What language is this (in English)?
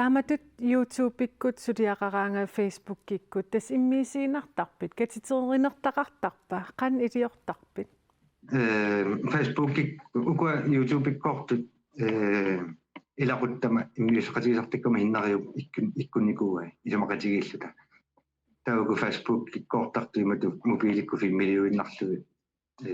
Kalaallisut